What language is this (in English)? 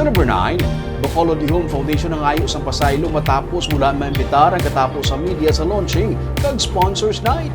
Hiligaynon